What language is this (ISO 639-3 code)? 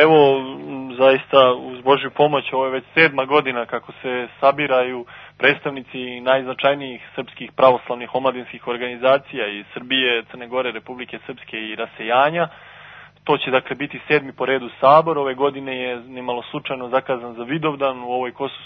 srp